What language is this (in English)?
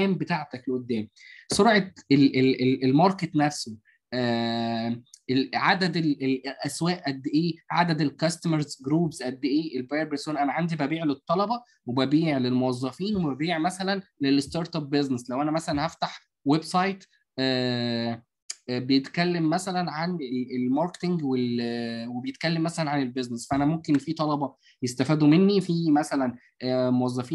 Egyptian Arabic